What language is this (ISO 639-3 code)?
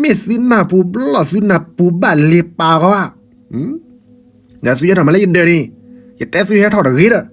ksw